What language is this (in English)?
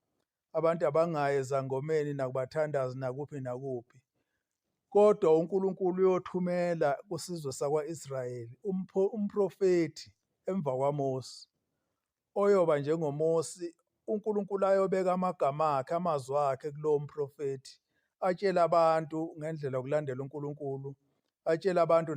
Zulu